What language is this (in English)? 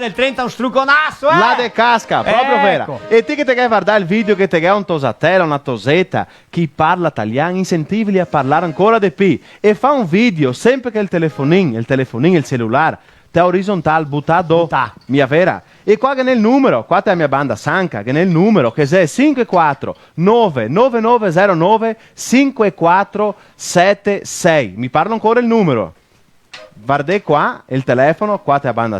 Venetian